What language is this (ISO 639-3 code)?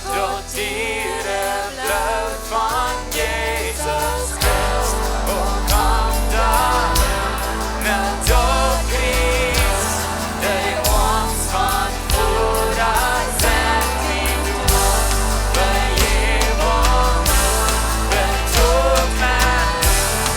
pdt